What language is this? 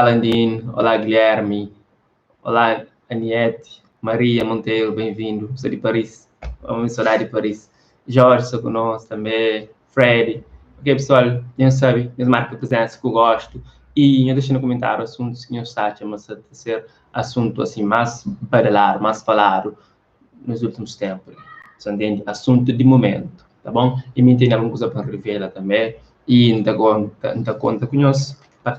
Kabuverdianu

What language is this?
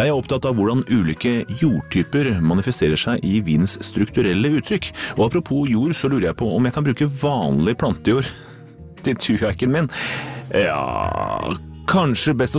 Norwegian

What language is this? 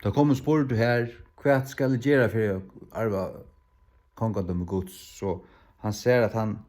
Faroese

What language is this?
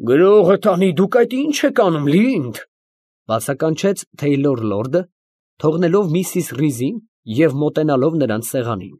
Armenian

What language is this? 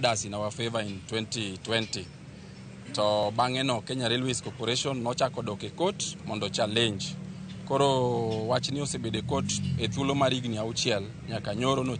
Luo (Kenya and Tanzania)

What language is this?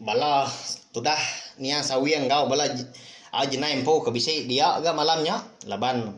Iban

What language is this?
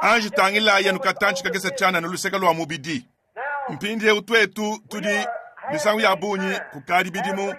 Luba-Lulua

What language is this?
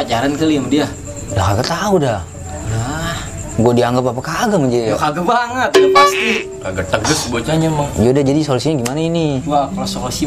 Betawi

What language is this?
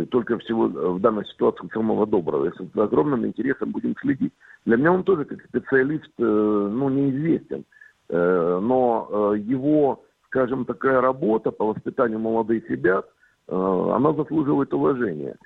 Russian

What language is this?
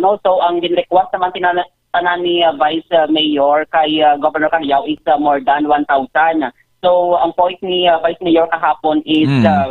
Hiligaynon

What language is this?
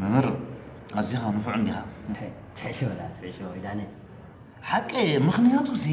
Tigrinya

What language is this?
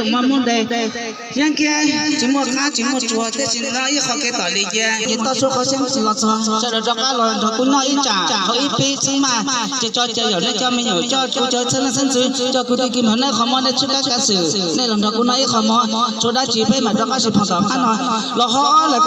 Hmong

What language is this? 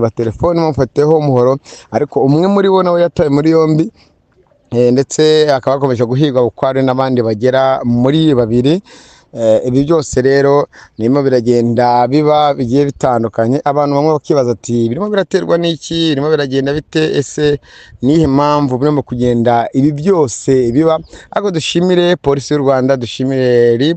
Kinyarwanda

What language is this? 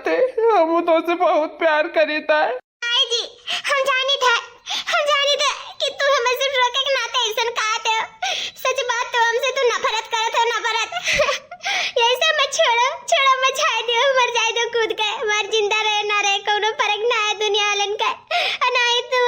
Awadhi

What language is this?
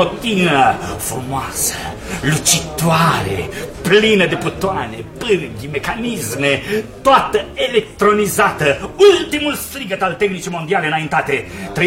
Romanian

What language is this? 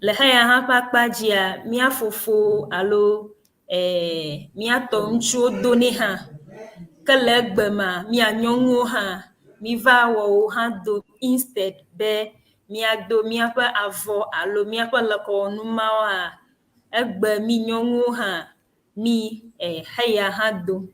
Ewe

